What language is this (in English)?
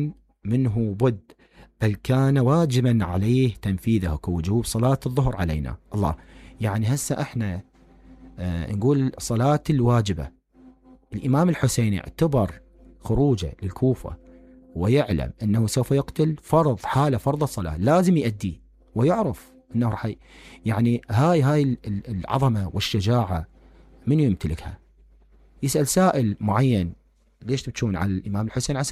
Mesopotamian Arabic